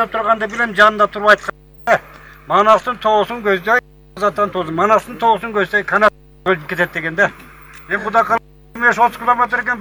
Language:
Kyrgyz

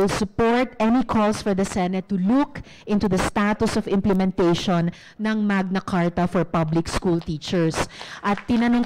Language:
Filipino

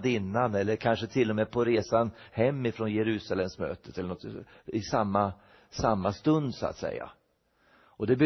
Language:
Swedish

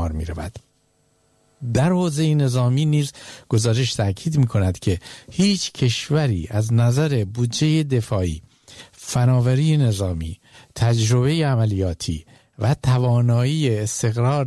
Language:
Persian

